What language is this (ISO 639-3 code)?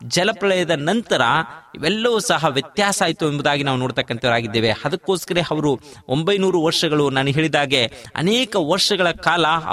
kan